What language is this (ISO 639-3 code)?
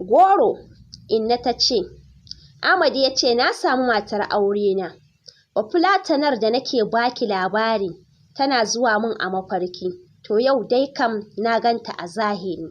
hau